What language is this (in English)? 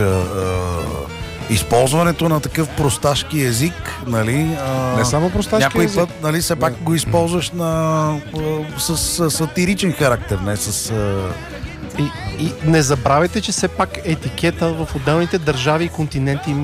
Bulgarian